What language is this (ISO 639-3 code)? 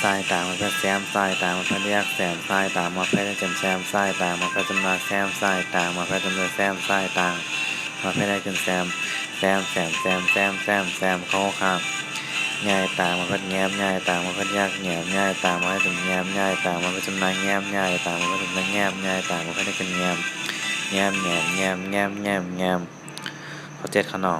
shn